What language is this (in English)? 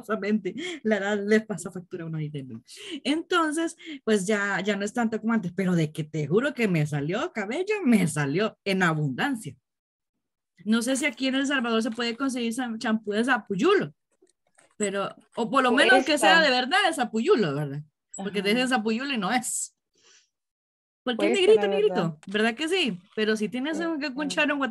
Spanish